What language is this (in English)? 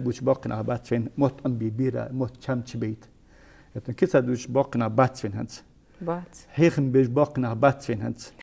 Ingush